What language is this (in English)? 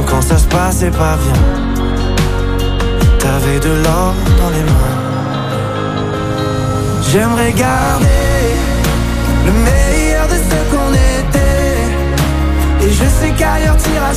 French